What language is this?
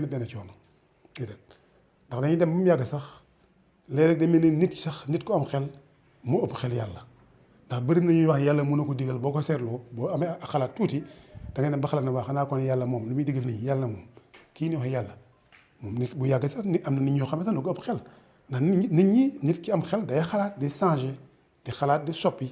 Wolof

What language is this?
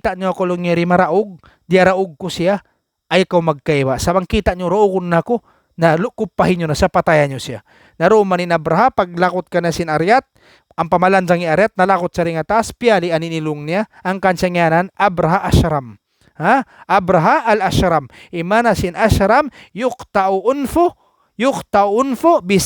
Tausug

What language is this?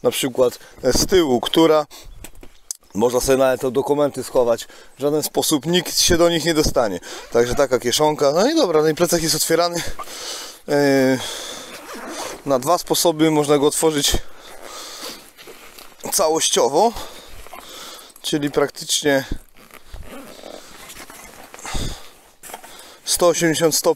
Polish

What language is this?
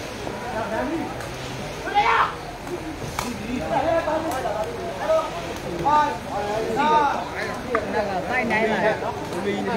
Burmese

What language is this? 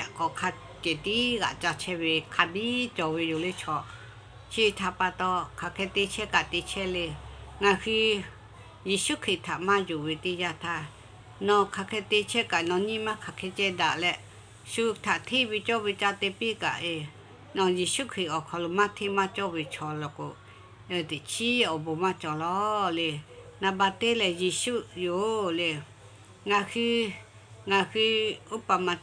Lahu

